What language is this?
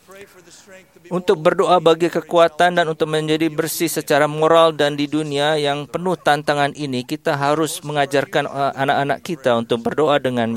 Indonesian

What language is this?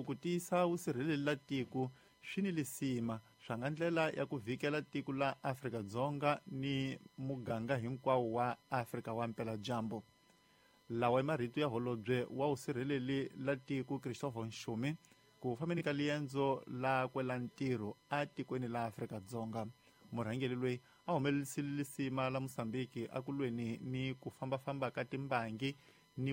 Tsonga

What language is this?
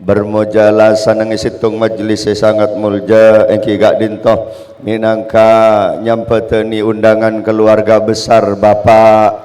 Madurese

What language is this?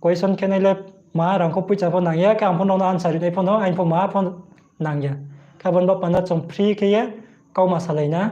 Riang (India)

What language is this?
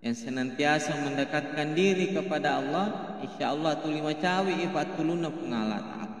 Buginese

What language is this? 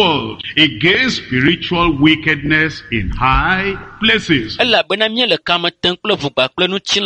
Ewe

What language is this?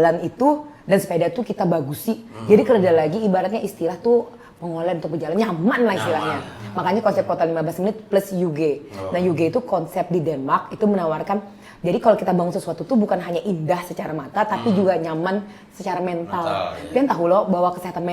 Banjar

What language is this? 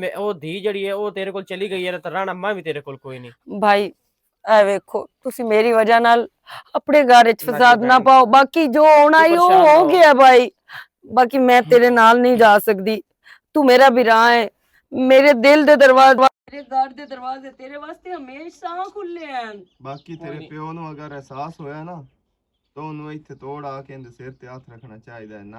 Western Panjabi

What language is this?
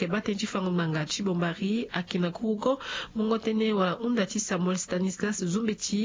Sango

